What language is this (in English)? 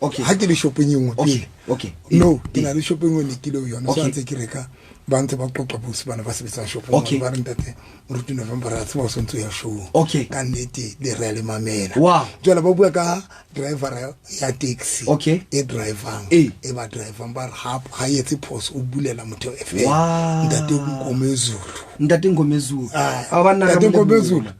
Southern Sotho